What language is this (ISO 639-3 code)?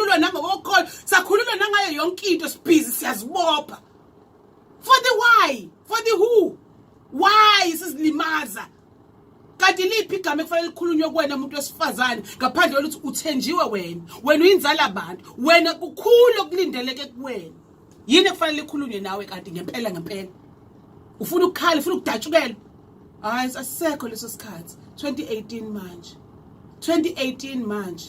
zul